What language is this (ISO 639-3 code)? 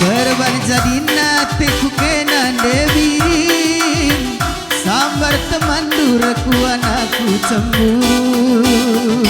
btx